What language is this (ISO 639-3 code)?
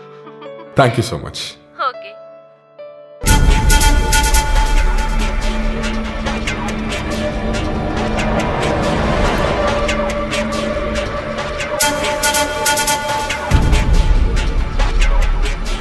tam